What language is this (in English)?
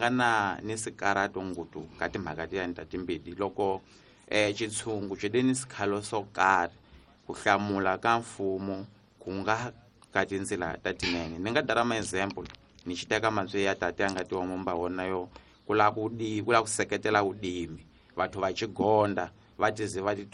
Tsonga